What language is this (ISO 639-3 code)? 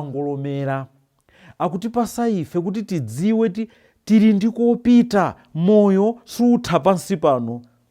nya